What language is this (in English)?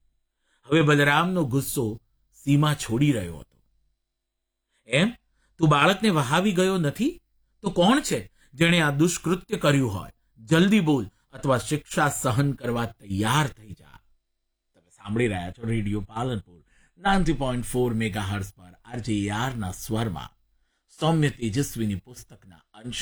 Gujarati